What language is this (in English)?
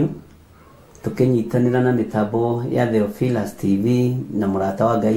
Kikuyu